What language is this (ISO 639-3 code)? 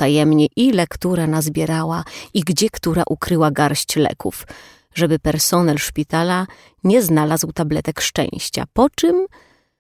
pol